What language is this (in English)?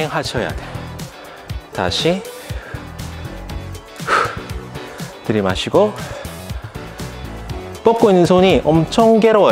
Korean